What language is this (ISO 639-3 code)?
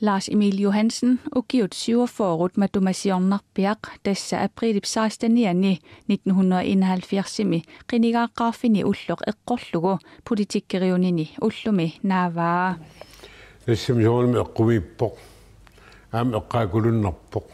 kal